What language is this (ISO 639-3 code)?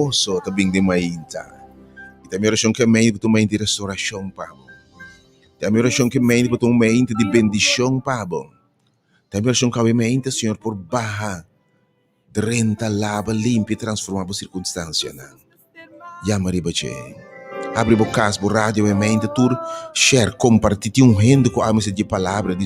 pap